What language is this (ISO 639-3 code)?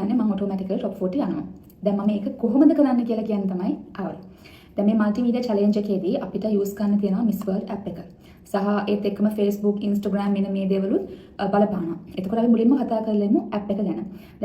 sin